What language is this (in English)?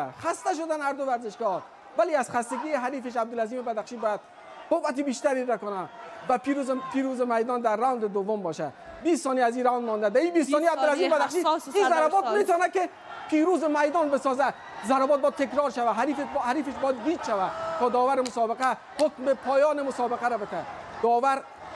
Persian